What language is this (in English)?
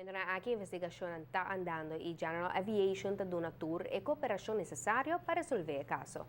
Papiamento